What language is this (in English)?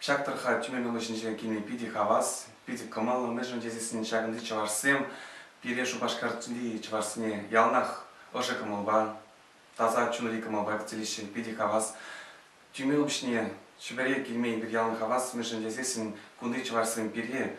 Chuvash